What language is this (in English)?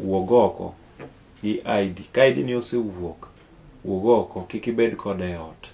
Luo (Kenya and Tanzania)